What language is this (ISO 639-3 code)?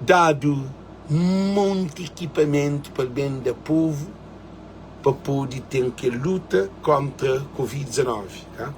kea